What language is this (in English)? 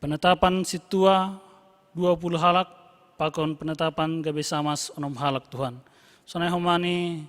Batak Simalungun